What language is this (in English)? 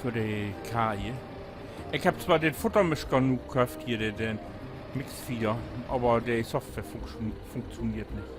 Low German